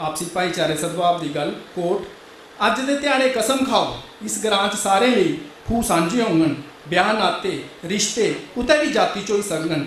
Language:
Dogri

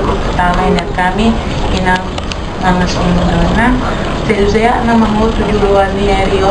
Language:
Batak Toba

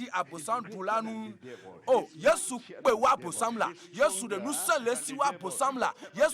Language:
Ewe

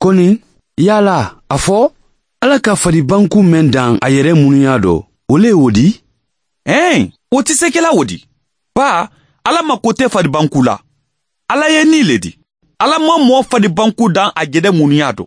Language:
Mandingo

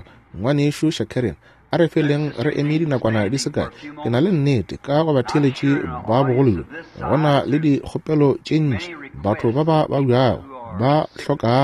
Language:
Northern Sotho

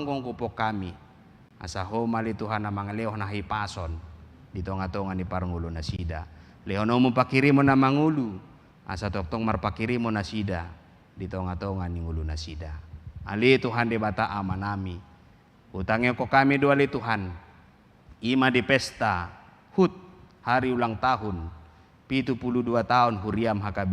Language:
Batak Toba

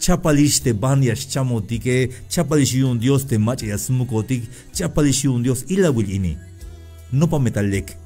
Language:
Tzeltal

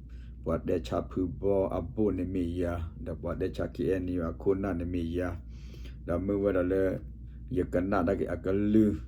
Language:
S'gaw Karen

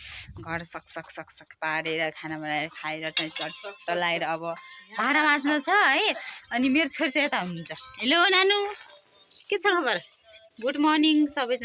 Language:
Nepali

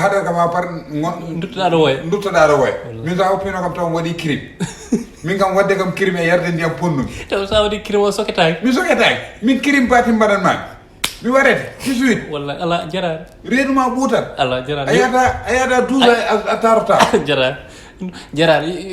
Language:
Fula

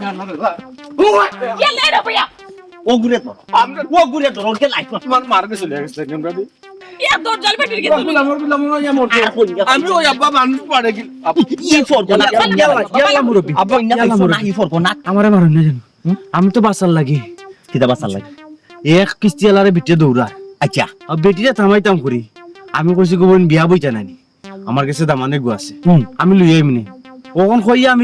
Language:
Sylheti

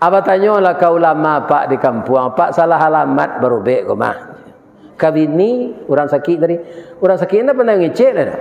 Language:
Minangkabau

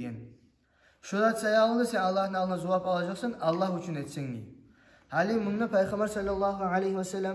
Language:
Kumyk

